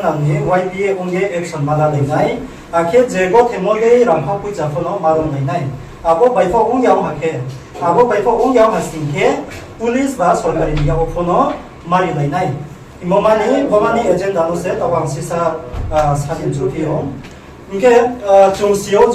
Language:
Riang (India)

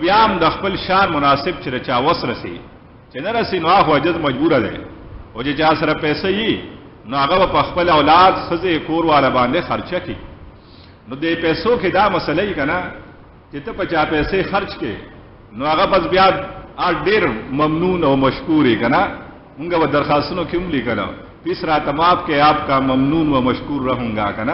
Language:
Pashto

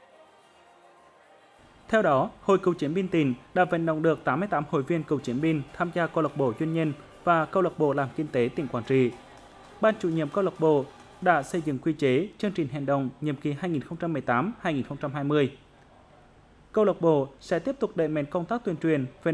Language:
Vietnamese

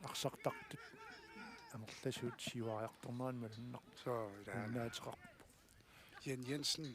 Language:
Kalaallisut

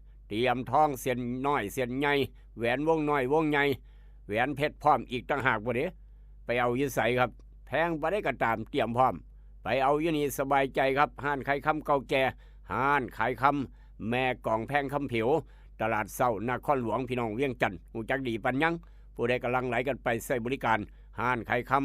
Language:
Northeastern Thai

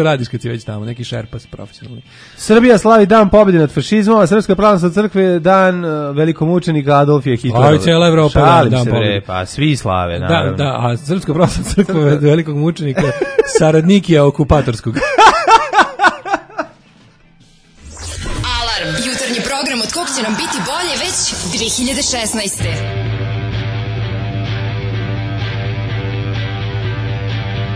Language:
Serbian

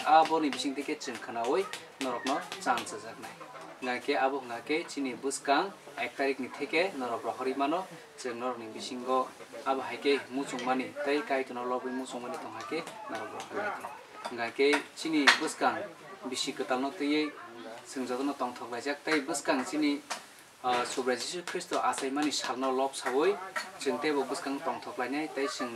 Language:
Kok Borok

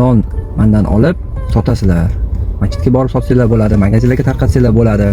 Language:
Uzbek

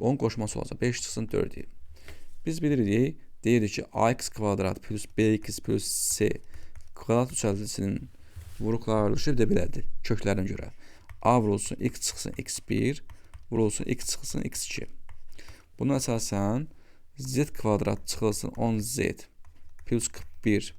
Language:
Azerbaijani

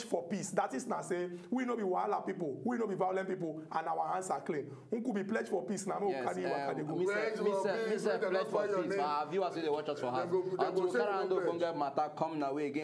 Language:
Nigerian Pidgin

